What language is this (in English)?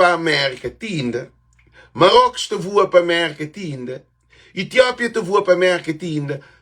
Kabuverdianu